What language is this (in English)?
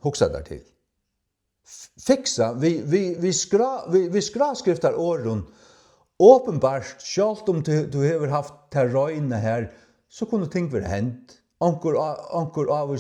Faroese